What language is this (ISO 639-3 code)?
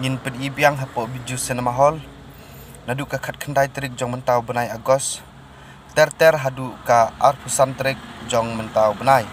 kha